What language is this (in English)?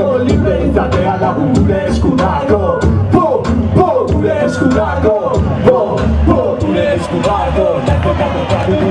Basque